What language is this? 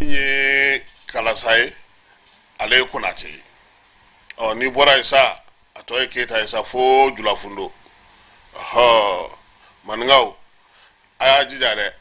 Bambara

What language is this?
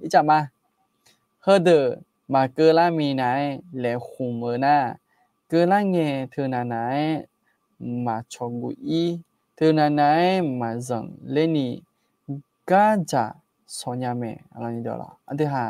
Akha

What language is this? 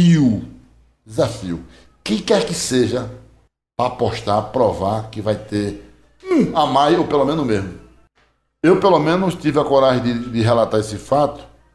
Portuguese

